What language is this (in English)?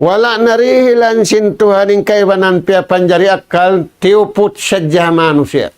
Tausug